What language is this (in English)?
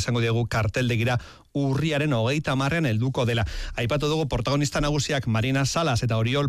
Basque